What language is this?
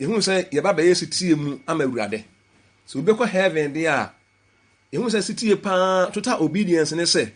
Akan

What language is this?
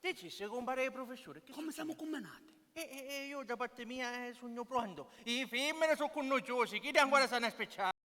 Sicilian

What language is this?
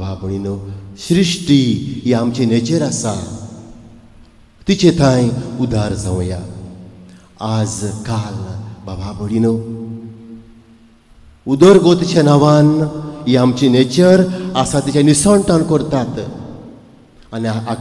Konkani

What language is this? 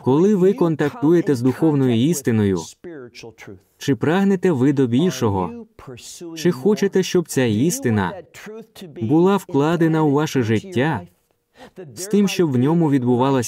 Ukrainian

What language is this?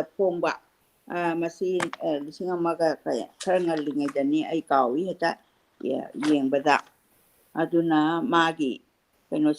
Manipuri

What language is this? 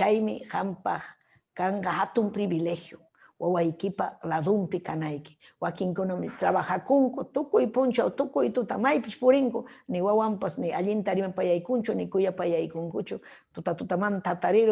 Ayacucho Quechua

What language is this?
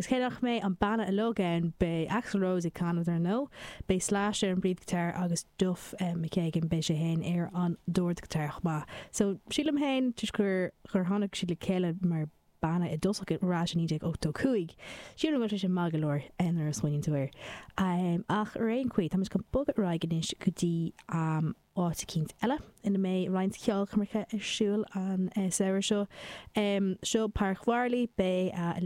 Irish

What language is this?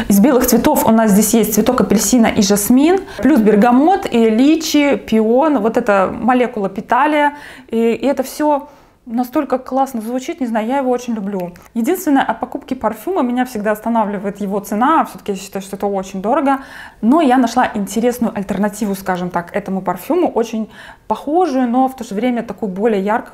Russian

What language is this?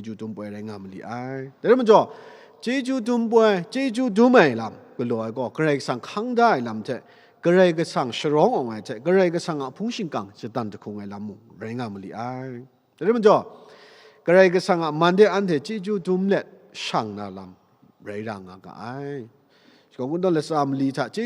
Kachin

